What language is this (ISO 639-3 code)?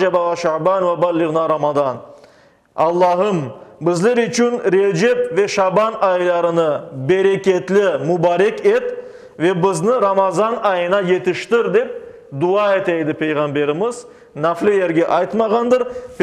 crh